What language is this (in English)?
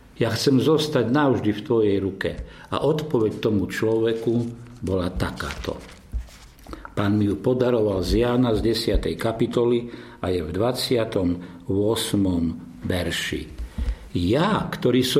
Slovak